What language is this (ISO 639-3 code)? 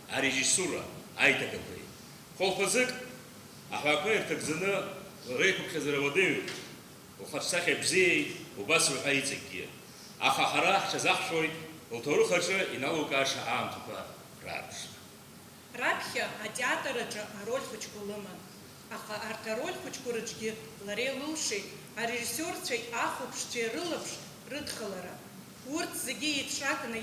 abk